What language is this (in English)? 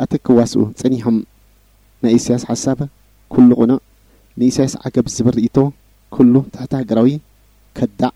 Tigrinya